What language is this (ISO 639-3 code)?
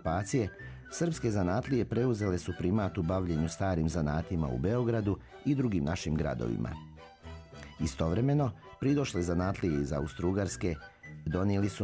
srp